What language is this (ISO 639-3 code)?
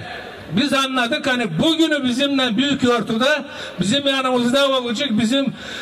gag